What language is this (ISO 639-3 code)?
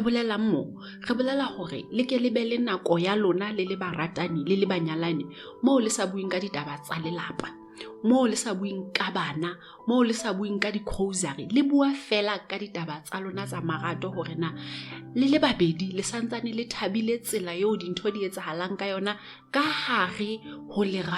sot